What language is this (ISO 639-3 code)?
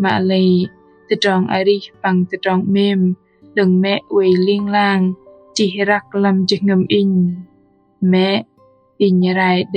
bdq